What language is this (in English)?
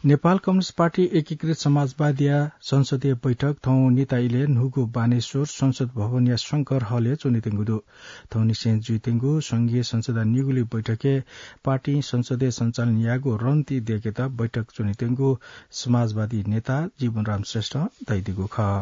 Newari